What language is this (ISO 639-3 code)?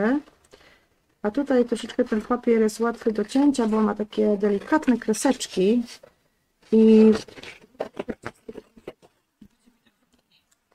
pol